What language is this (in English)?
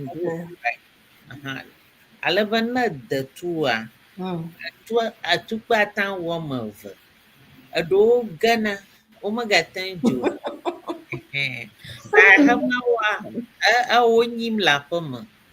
Ewe